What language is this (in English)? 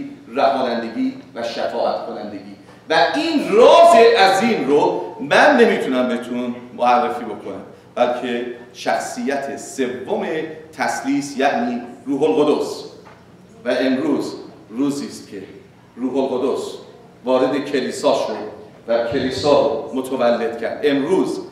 Persian